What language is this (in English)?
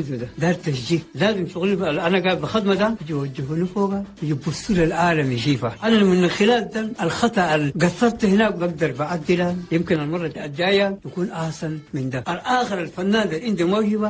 Chadian Arabic